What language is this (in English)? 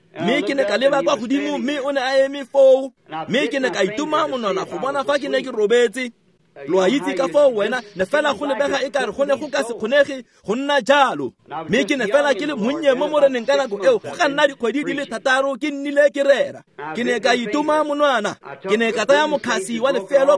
Tswana